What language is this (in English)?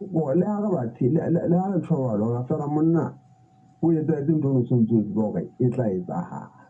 Southern Sotho